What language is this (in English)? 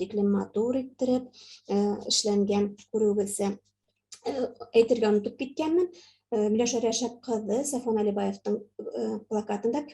Bashkir